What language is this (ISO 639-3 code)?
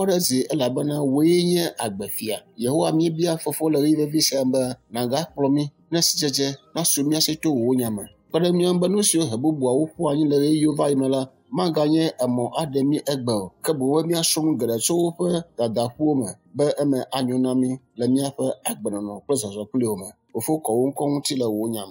ewe